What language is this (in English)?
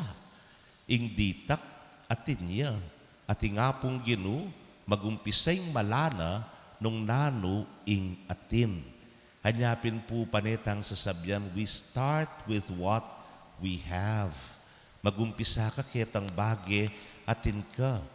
Pampanga